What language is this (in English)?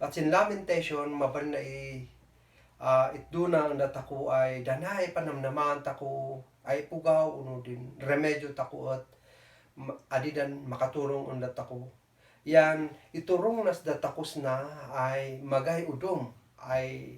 Kankanaey